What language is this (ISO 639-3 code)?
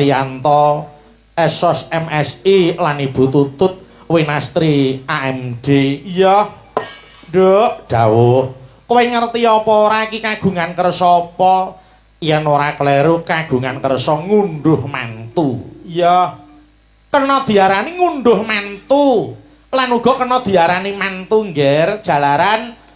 jav